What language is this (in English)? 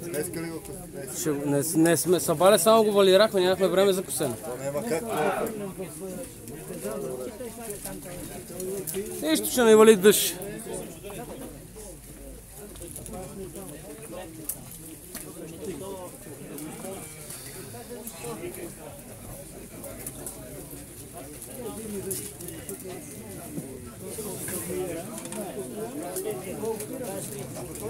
Bulgarian